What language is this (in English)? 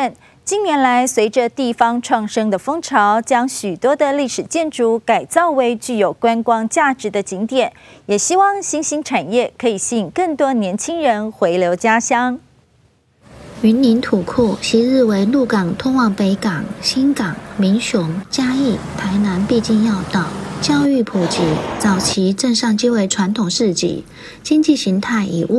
Chinese